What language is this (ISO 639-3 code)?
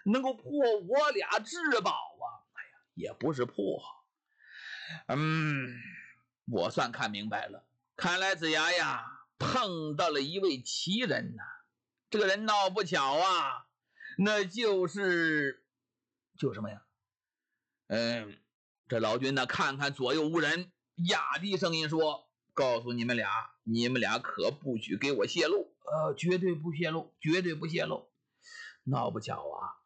zho